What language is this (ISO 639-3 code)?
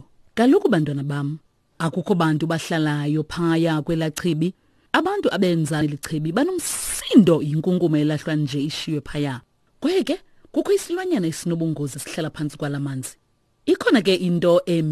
xho